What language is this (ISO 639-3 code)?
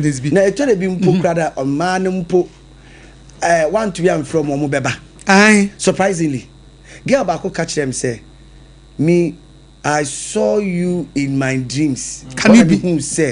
aka